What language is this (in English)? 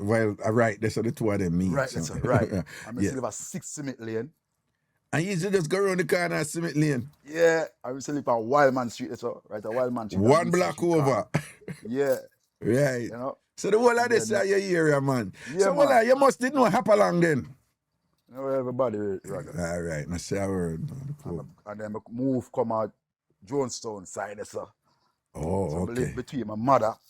Jamaican Creole English